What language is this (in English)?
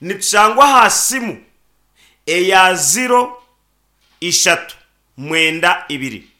Nyankole